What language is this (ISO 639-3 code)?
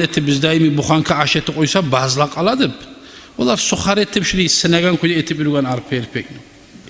kum